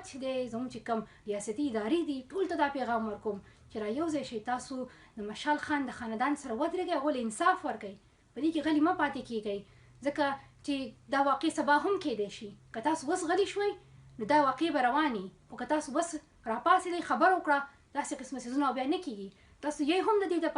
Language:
Pashto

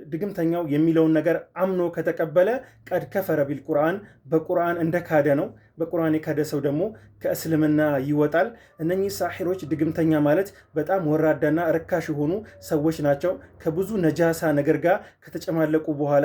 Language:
Amharic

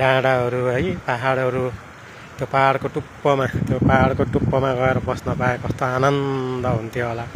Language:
Nepali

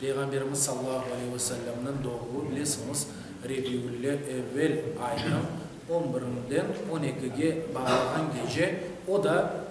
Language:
Crimean Tatar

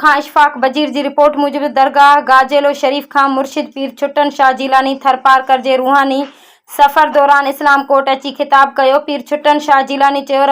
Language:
Sindhi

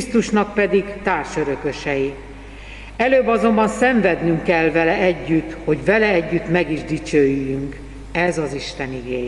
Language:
Hungarian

